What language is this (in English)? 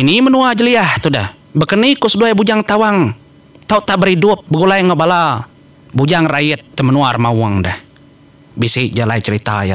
Iban